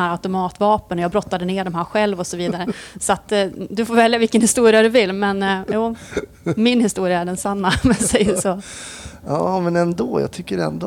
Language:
Swedish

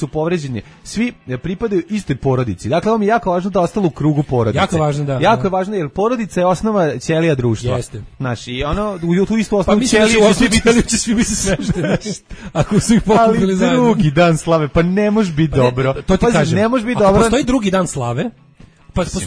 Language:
Serbian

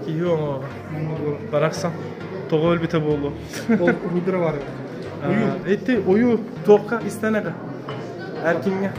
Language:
Yakut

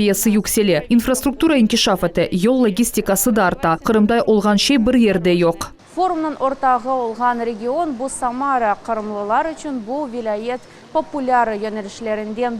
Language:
Crimean Tatar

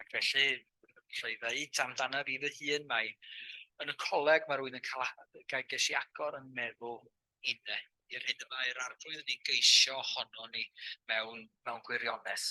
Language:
Welsh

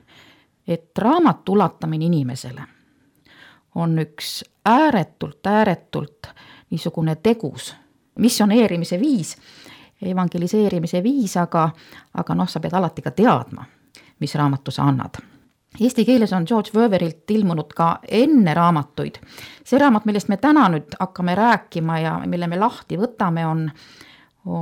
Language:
Estonian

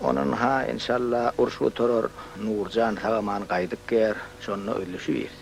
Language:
Turkmen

